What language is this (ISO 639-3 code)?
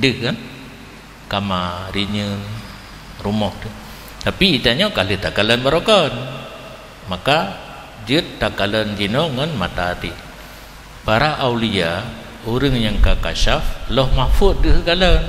ace